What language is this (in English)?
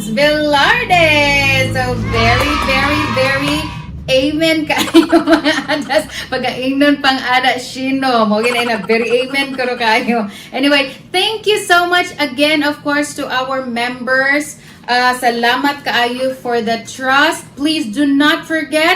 Cebuano